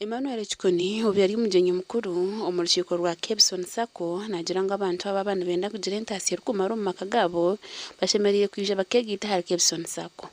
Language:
Nyankole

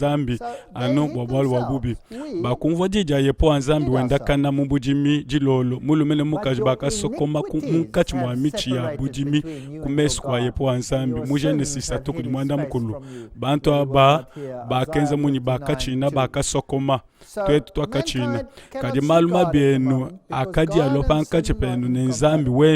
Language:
Luba-Lulua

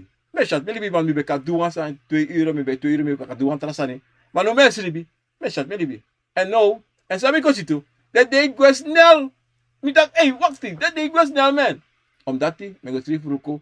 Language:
Sranan Tongo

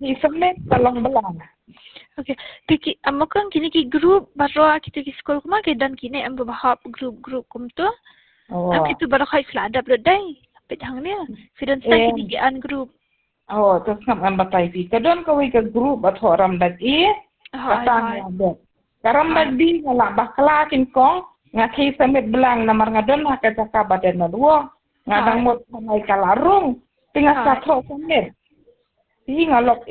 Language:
Khasi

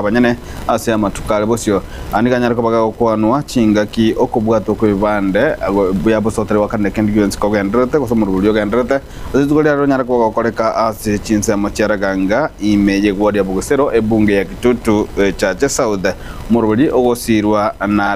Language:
Gusii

